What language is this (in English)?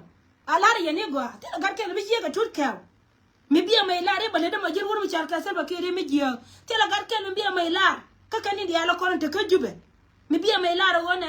Nuer